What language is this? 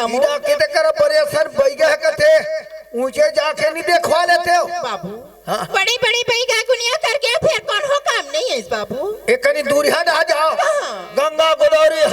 Chhattisgarhi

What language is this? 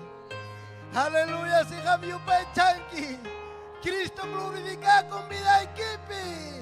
Ayacucho Quechua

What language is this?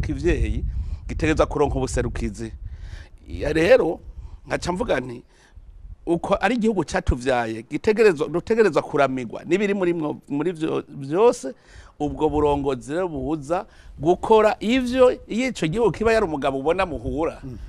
Rundi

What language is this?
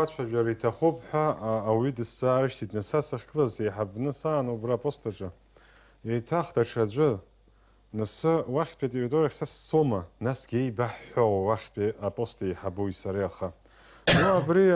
Abkhazian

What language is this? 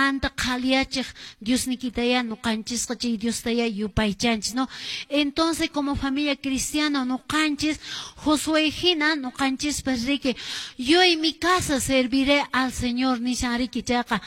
Quechua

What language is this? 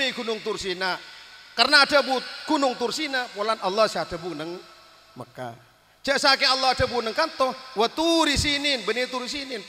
Madurese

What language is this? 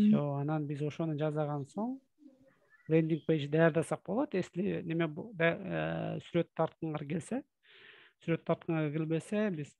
Kyrgyz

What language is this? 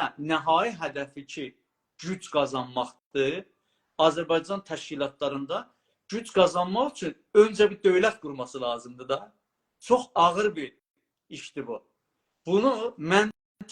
South Azerbaijani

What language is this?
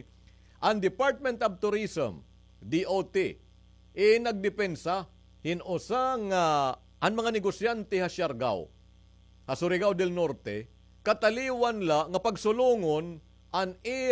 Waray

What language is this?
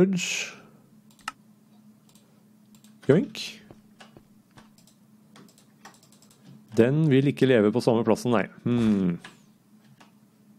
Norwegian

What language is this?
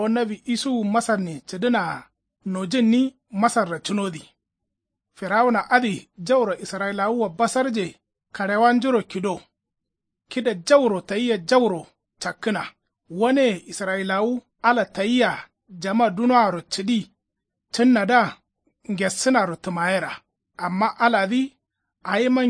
Kanuri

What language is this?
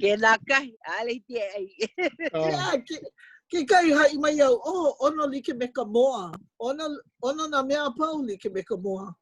Hawaiian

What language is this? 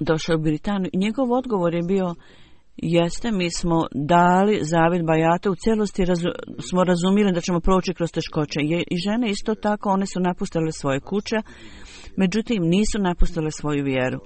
Bosnian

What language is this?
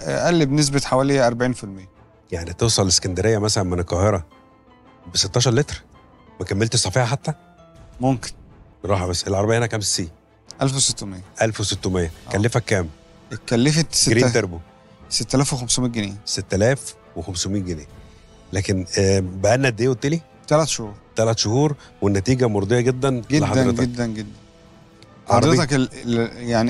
Egyptian Arabic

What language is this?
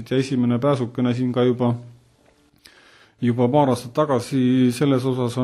Estonian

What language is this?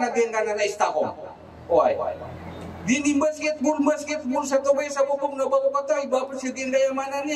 Maranao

